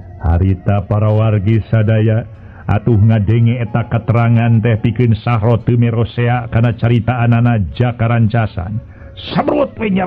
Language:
Sundanese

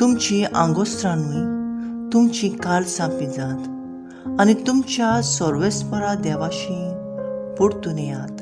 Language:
Konkani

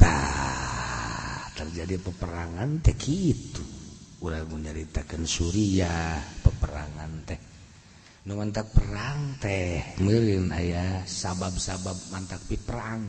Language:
Sundanese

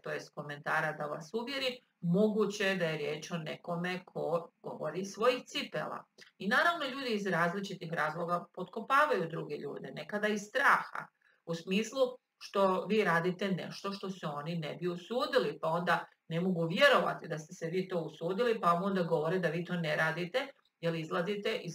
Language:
Croatian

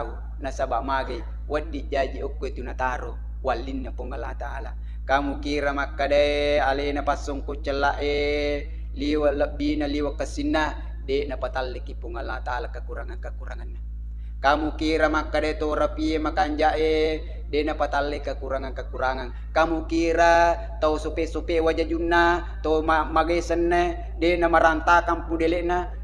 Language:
Buginese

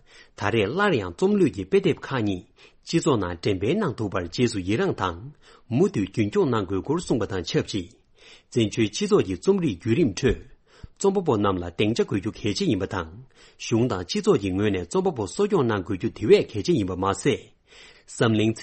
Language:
Tibetan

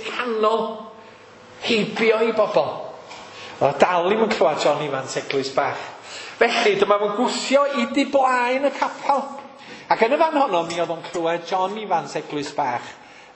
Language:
Welsh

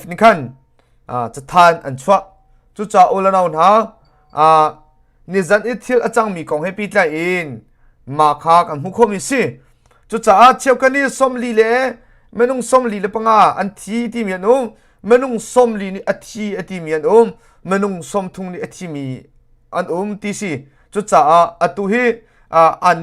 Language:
Hakha Chin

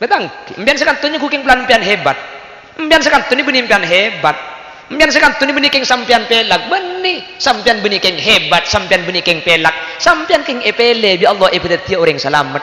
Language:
Madurese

